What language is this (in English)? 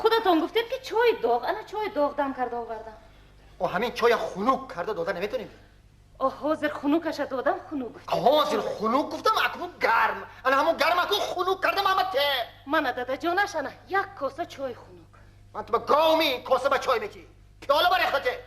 Tajik